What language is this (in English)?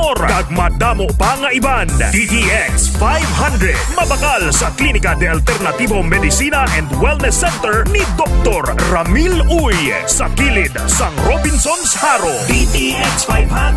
Hiligaynon